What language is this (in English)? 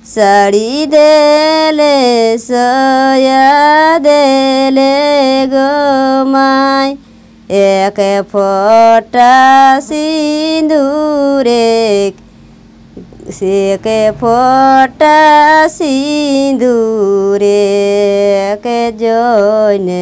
Kudmali